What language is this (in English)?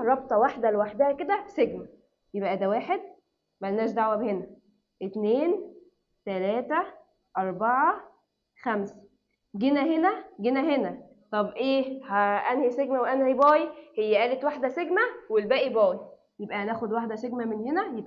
Egyptian Arabic